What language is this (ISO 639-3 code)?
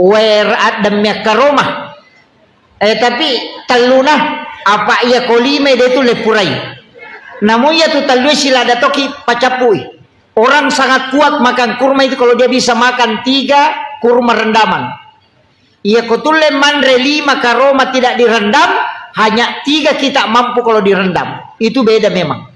bug